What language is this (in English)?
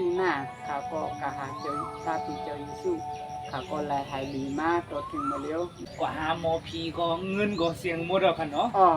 Shan